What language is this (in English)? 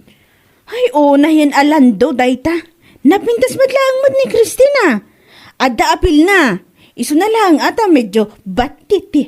Iloko